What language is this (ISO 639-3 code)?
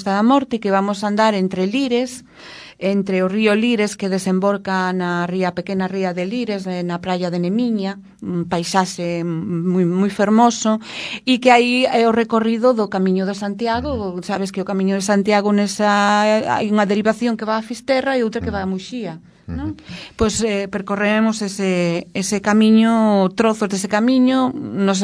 glg